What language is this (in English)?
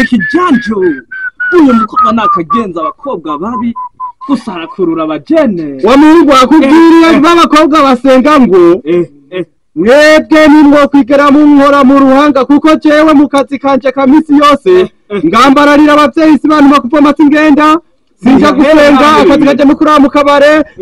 Rundi